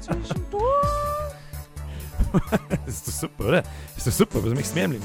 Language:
Bavarian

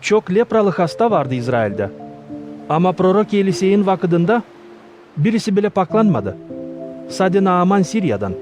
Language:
Gagauz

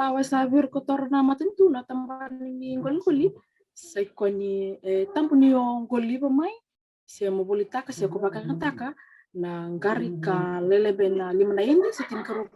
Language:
Fijian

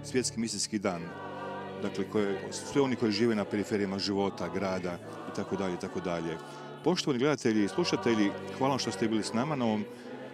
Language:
Croatian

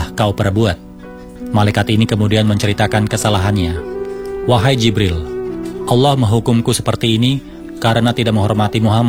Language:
Indonesian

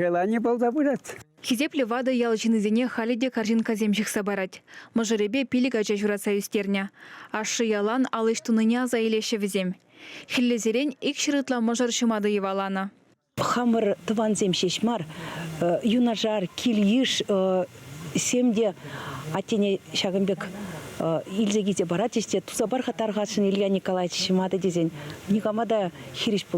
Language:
Chuvash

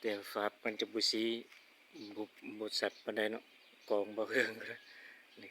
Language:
Lao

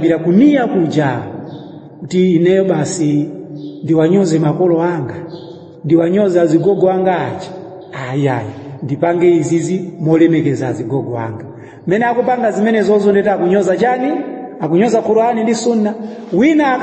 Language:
Nyanja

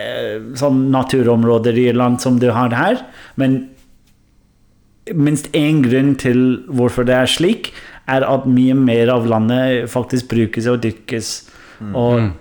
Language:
Norwegian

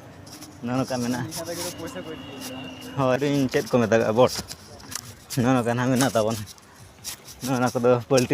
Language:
Santali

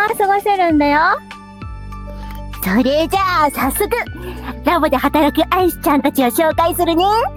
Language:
Japanese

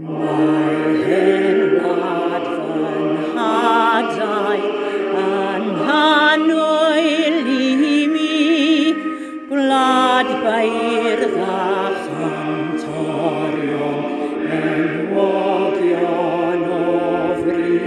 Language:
Welsh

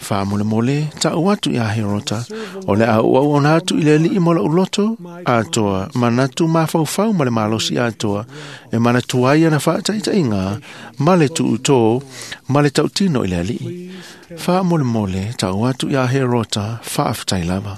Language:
Samoan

